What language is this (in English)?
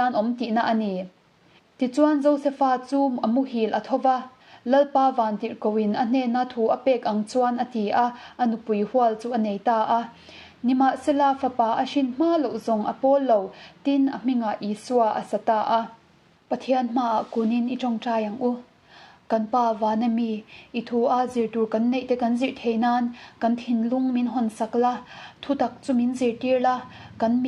Mizo